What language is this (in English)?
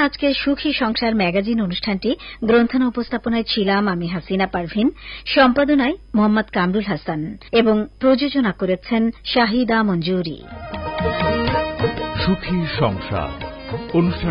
Bangla